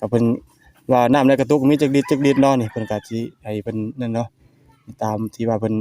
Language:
Lao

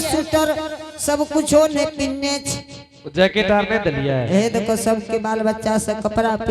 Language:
Angika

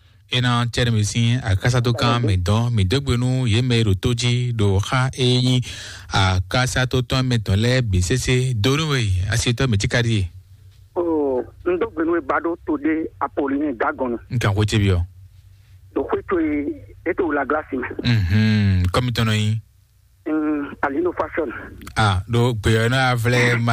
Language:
Fon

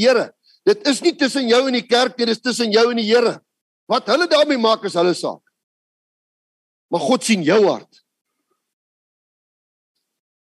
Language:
Afrikaans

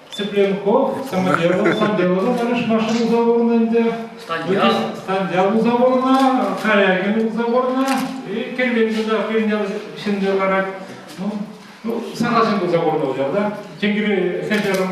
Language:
Chuvash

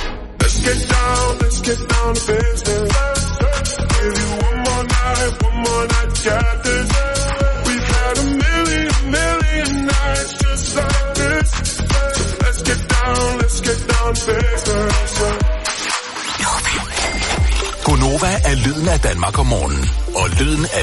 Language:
Danish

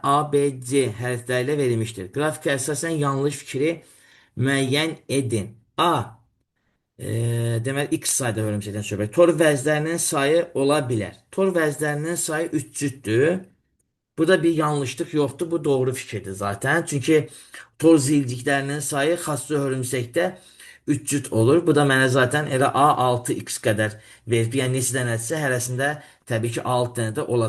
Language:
Azerbaijani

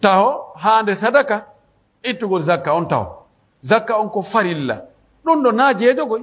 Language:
Pular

